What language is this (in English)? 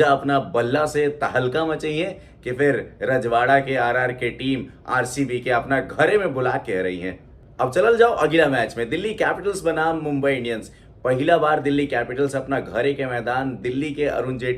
Bhojpuri